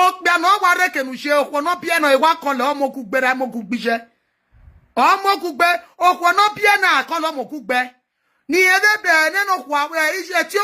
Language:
Nigerian Pidgin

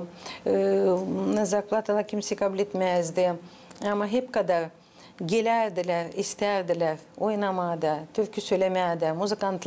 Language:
Gagauz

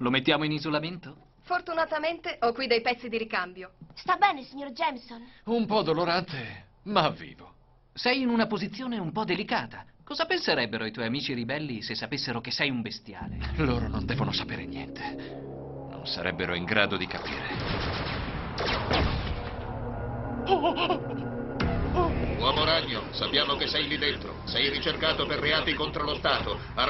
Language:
Italian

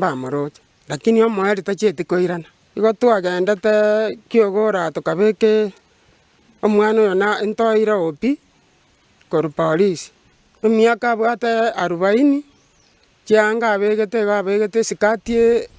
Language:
Gusii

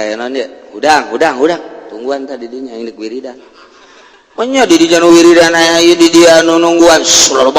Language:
Sundanese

